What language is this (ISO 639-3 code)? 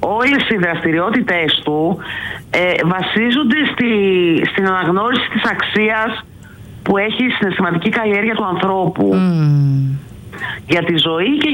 ell